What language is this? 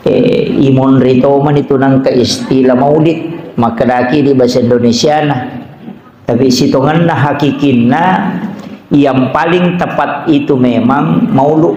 Buginese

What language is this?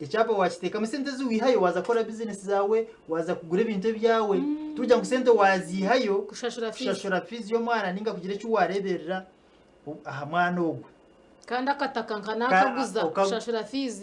Nyankole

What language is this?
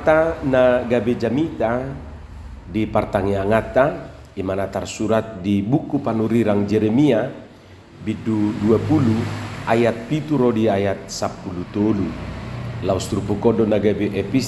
Batak Toba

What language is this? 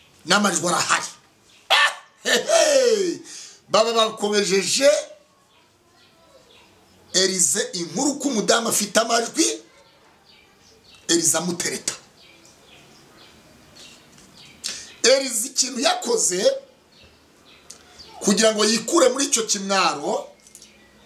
Kinyarwanda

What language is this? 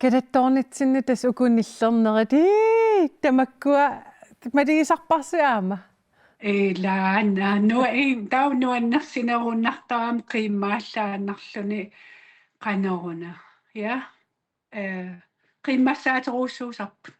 Kalaallisut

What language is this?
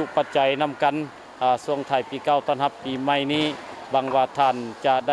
Lao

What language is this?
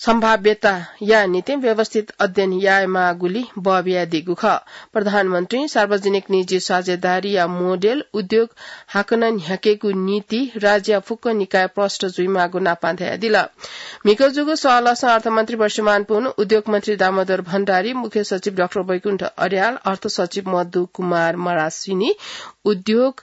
Newari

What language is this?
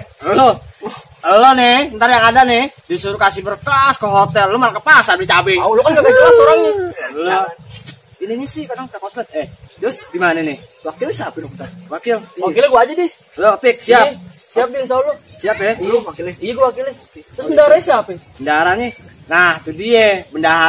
Betawi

